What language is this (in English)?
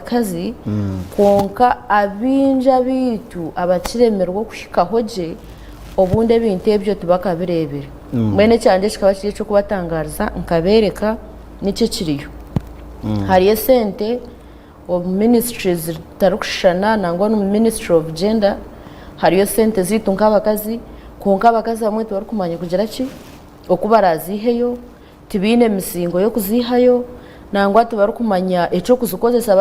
Nyankole